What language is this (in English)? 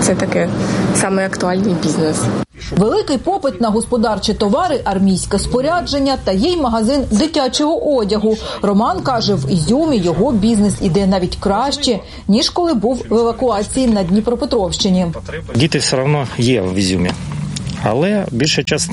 Ukrainian